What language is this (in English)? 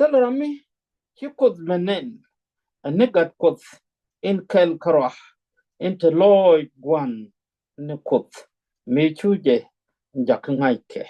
Nuer